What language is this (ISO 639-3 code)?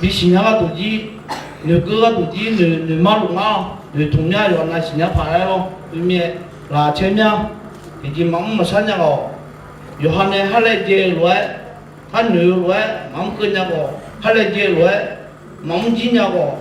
ahk